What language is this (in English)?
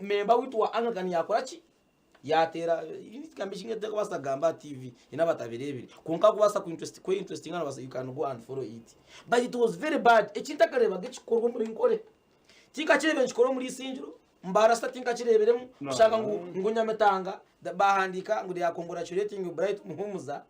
Nyankole